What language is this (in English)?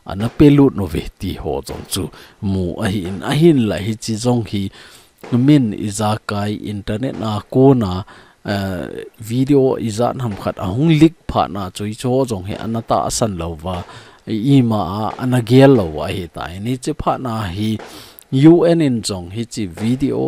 Thado Chin